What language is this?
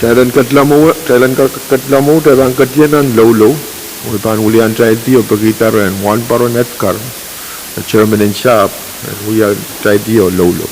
Pohnpeian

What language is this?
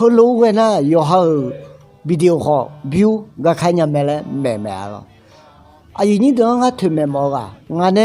Akha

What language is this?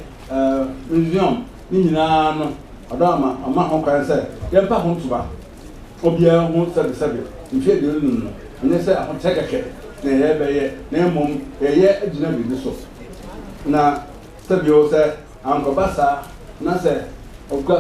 Akan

